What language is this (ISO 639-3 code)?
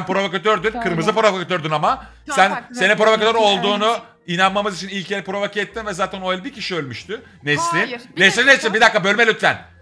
tur